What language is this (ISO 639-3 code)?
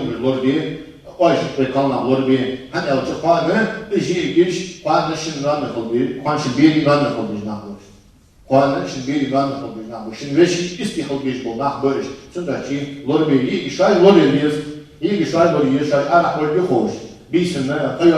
inh